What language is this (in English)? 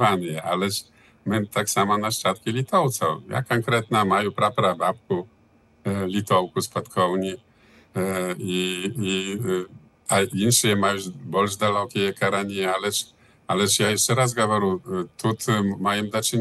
Belarusian